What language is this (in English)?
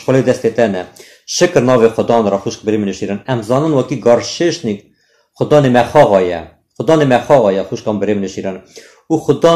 Kurdish